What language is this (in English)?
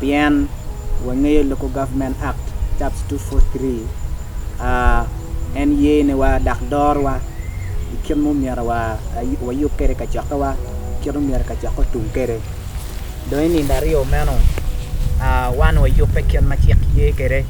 Acoli